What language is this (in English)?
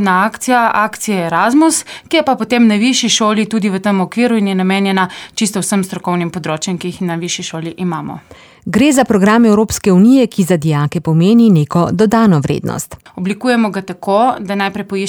Slovenian